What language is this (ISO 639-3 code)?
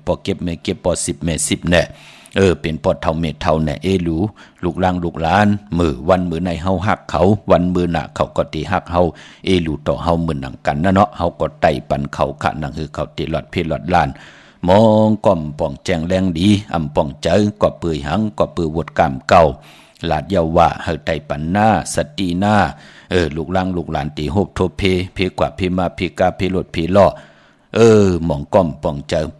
shn